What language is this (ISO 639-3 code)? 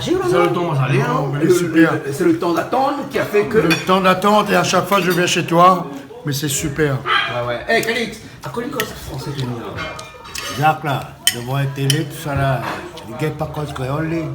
rcf